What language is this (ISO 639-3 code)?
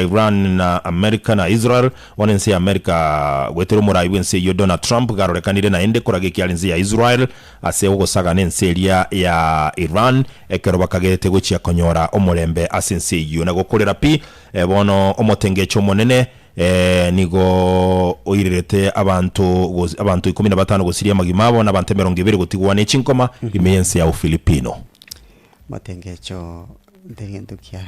guz